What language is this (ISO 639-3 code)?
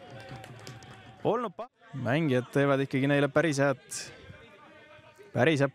est